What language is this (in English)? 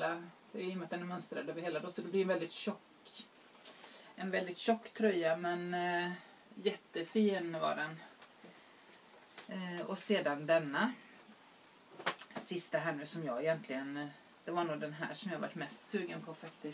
Swedish